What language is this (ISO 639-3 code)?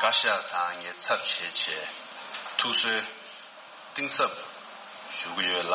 bod